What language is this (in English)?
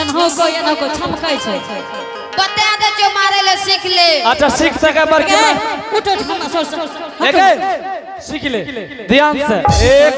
Angika